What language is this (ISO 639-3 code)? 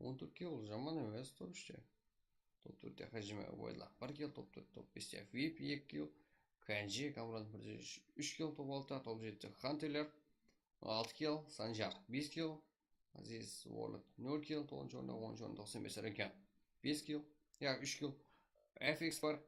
kaa